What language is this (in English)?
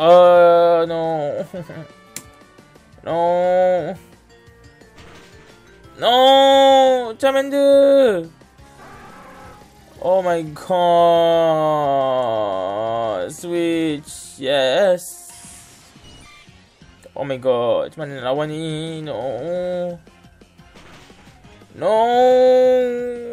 Malay